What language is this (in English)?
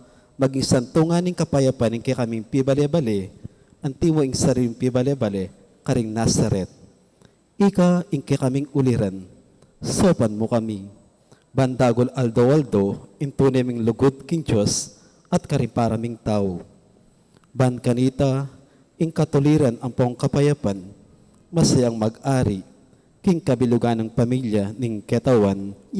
Pampanga